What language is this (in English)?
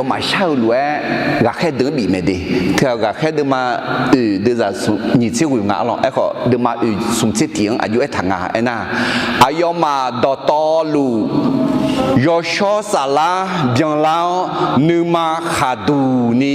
Akha